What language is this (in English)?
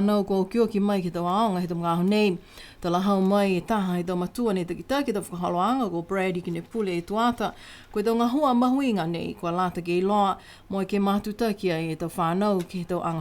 Niuean